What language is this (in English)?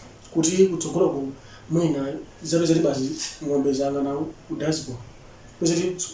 Nyanja